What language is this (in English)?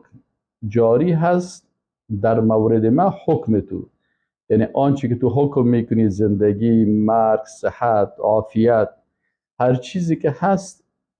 Persian